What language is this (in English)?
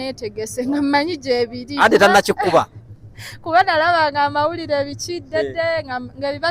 Ganda